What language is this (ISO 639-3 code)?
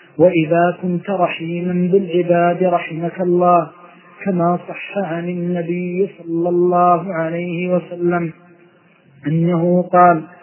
ara